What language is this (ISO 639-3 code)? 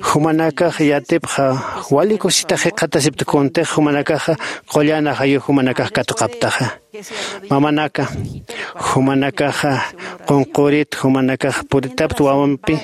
aym